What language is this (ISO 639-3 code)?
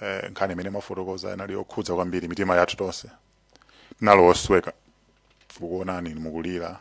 nya